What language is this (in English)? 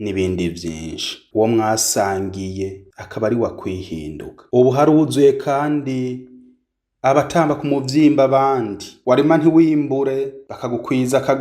Rundi